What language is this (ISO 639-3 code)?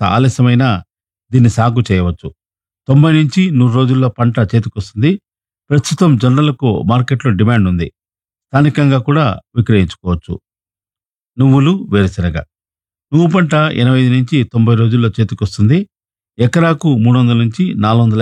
tel